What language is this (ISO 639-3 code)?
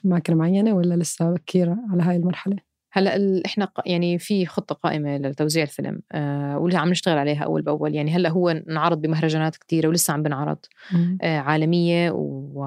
apc